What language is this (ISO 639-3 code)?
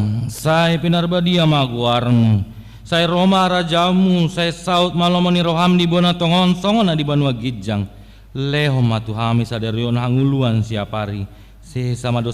bbc